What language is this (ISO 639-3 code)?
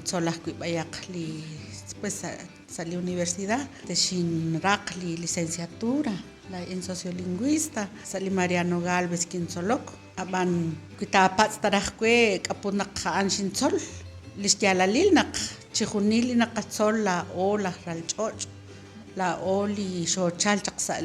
kek